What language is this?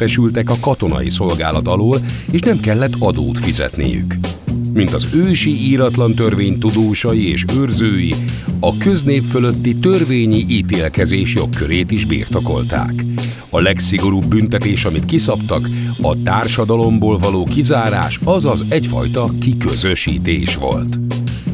Hungarian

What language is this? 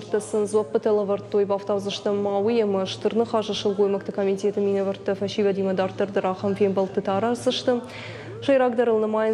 Ossetic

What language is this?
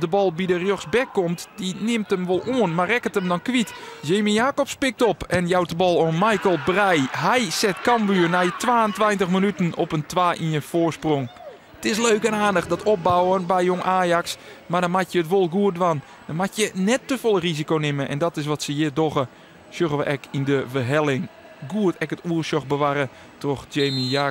Western Frisian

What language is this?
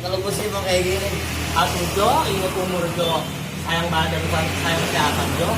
Betawi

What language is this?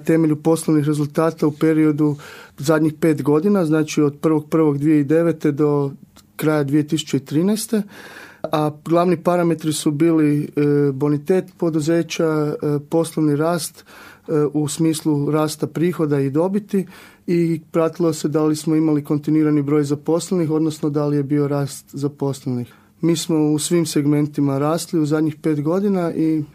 Croatian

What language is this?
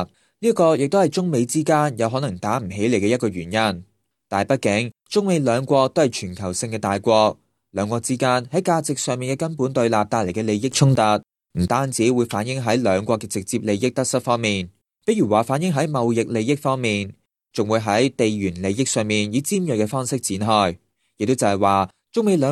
Cantonese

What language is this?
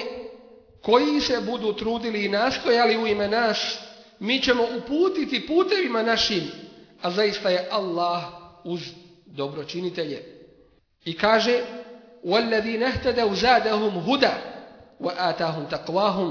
Bosnian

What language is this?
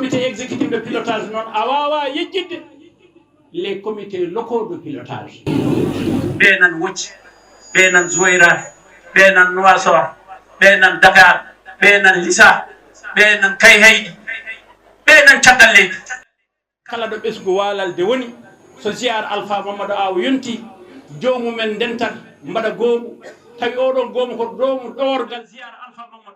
Fula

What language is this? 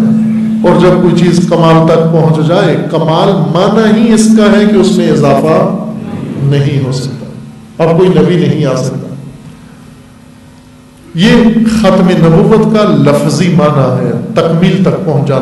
Urdu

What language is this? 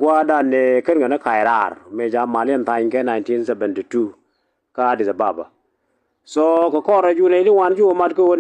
Nuer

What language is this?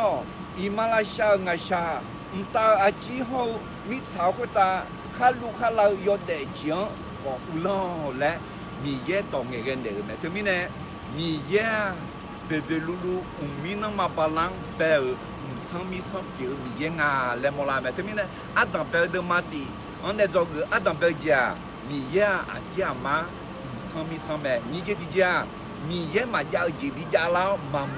Akha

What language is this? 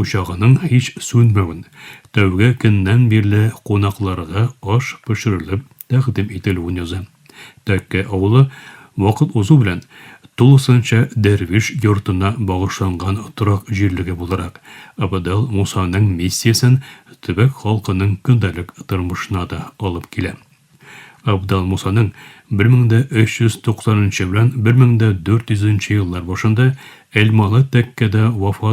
Tatar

